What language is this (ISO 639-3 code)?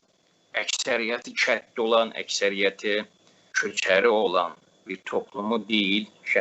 azb